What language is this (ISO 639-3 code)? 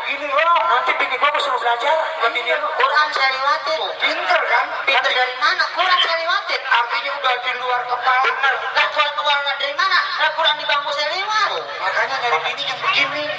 bew